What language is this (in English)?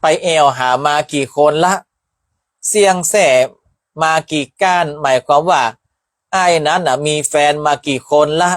Northern Thai